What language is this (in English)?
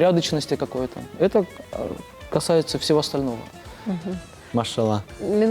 Crimean Tatar